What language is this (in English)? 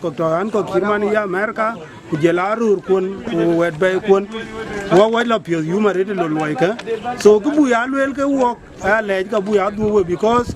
Dinka